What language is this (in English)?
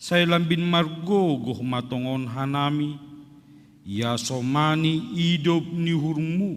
Batak Simalungun